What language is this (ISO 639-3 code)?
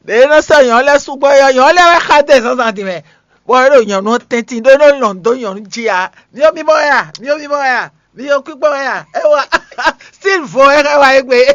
fon